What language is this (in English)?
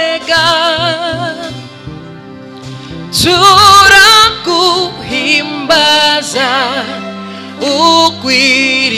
Kinyarwanda